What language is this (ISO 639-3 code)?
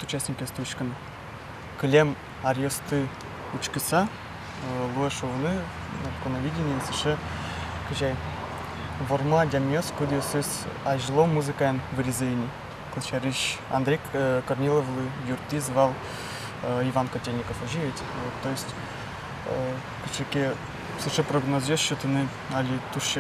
udm